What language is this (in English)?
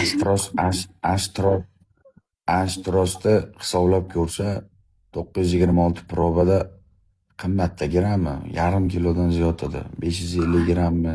Uzbek